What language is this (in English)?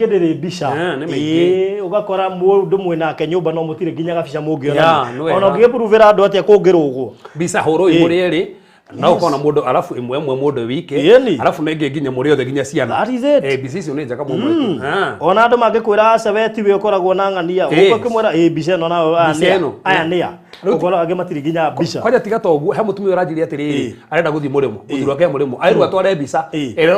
Kikuyu